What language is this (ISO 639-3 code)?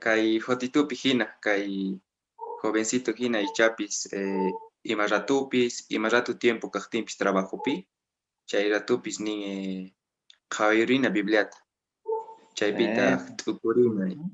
que